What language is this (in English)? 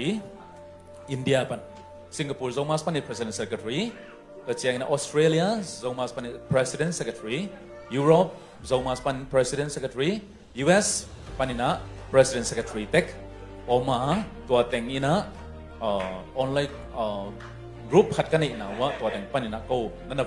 Tedim Chin